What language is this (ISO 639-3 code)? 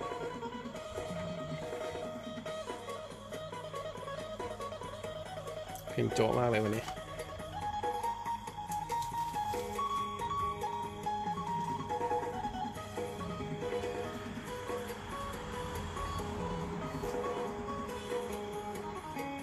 tha